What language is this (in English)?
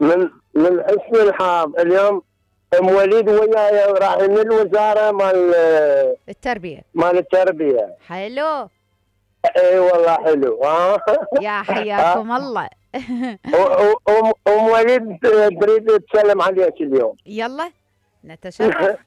Mesopotamian Arabic